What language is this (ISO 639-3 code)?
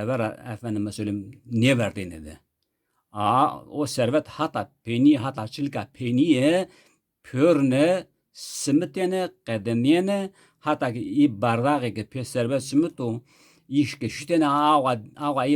zza